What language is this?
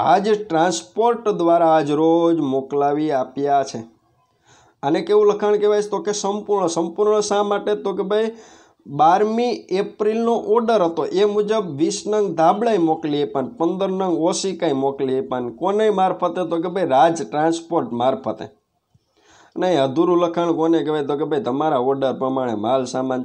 Gujarati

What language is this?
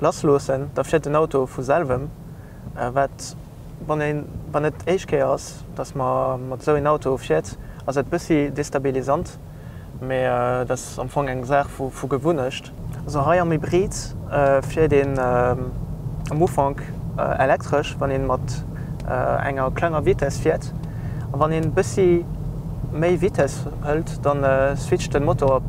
Luxembourgish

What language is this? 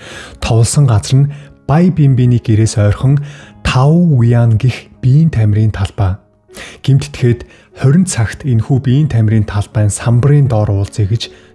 Mongolian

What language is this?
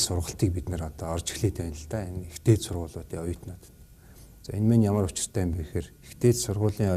Mongolian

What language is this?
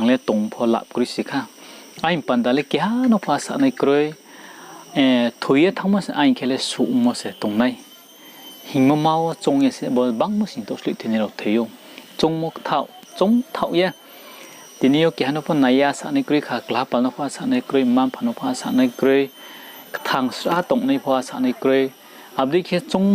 Riang (India)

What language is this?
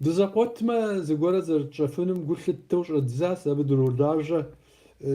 Kabardian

